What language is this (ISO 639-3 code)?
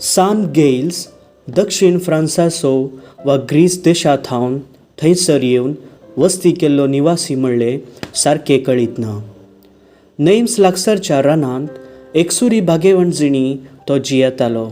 kok